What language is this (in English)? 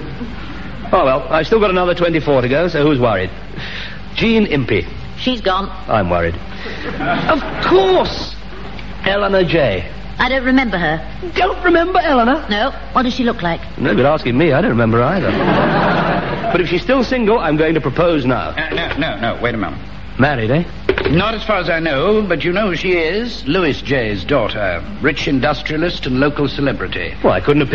English